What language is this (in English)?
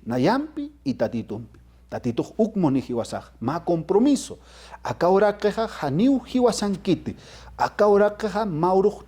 Aymara